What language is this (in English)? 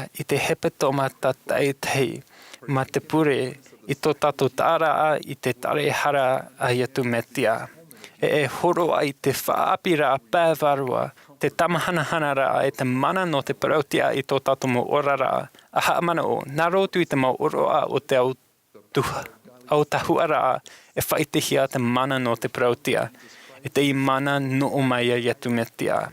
Tahitian